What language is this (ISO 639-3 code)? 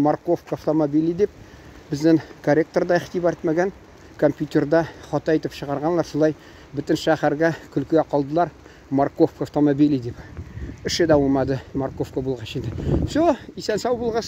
tat